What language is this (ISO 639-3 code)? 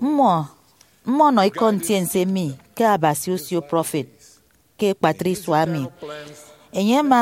efi